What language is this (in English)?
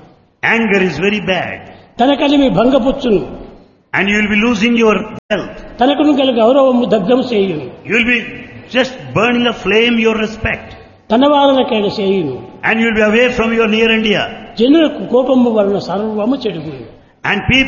Telugu